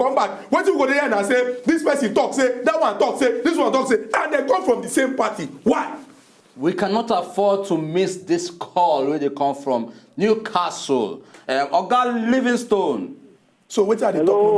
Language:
Nigerian Pidgin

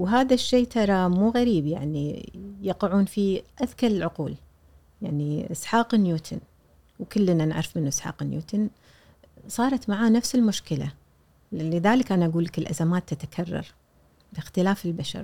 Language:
Gulf Arabic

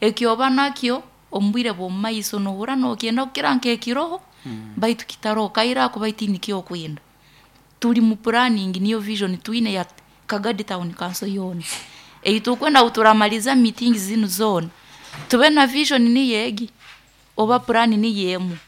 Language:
Nyoro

